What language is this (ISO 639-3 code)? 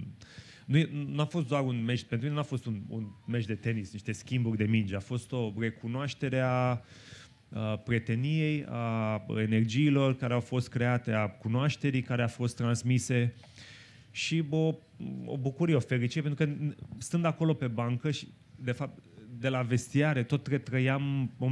ron